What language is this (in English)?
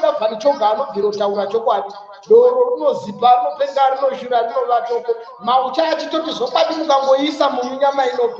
Shona